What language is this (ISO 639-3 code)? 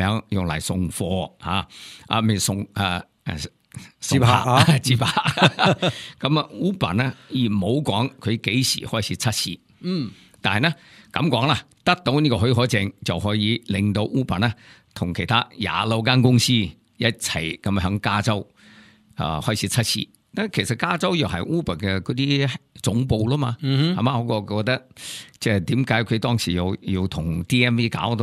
yue